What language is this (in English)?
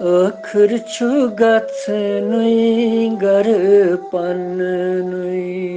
Kashmiri